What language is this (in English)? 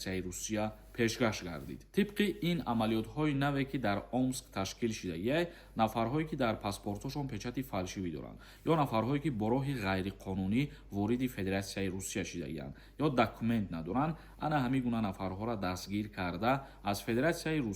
Tajik